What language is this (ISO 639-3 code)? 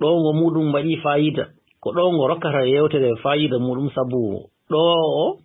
ful